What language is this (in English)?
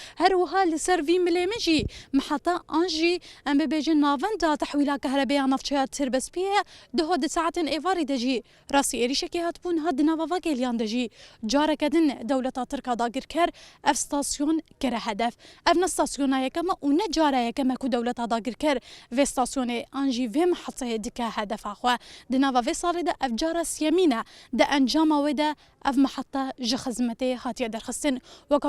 Kurdish